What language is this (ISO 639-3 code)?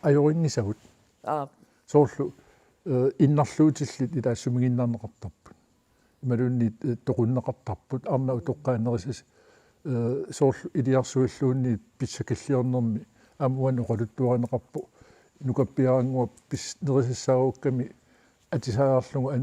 kal